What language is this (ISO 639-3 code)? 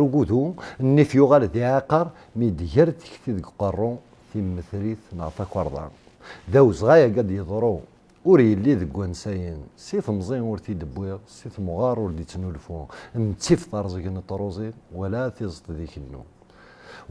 kab